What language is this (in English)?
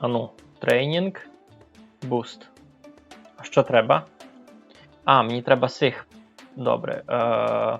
Rusyn